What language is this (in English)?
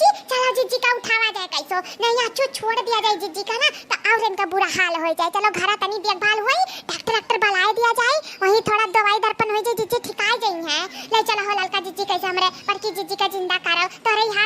Awadhi